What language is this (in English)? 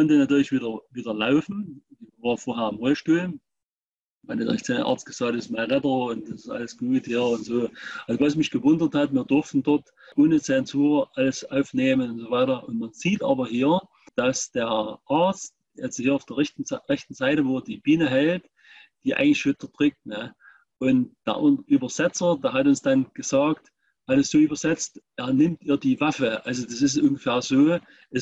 German